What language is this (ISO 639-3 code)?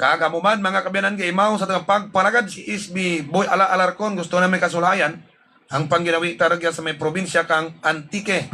hil